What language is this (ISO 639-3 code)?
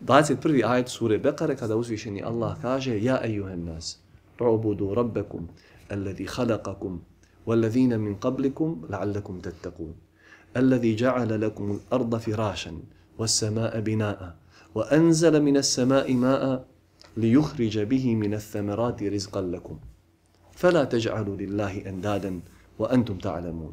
bos